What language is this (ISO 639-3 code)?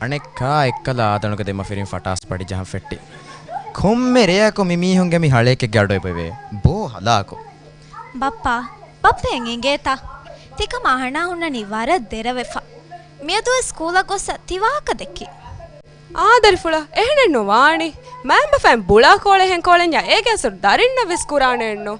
div